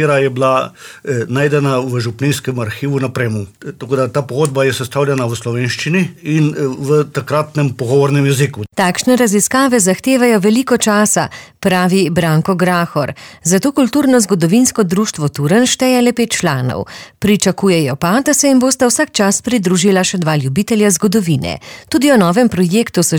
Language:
Slovenian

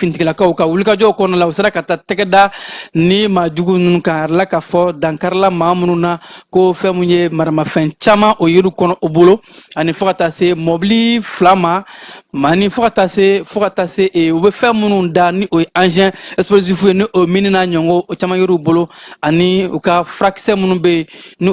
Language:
Bambara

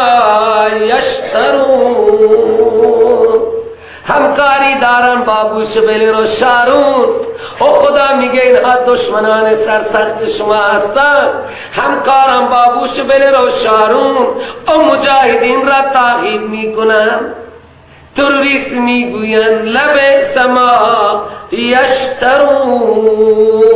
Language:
Persian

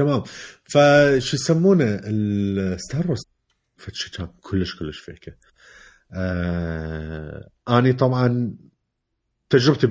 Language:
Mesopotamian Arabic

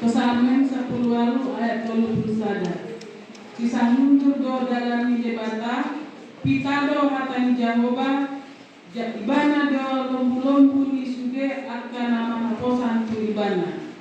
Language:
Batak Toba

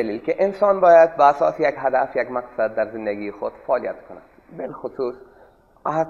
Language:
Persian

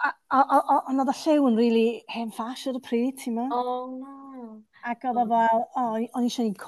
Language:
Welsh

